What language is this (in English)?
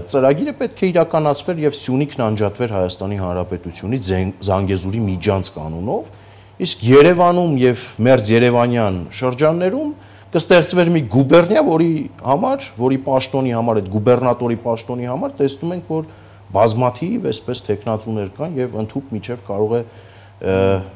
Armenian